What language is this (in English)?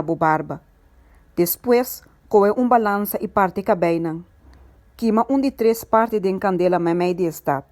Papiamento